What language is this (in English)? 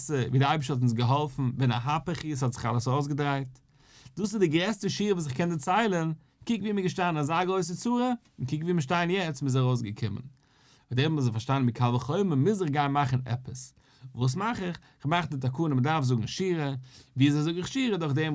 Yiddish